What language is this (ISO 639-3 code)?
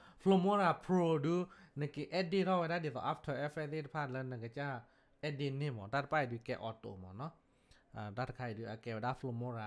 ksw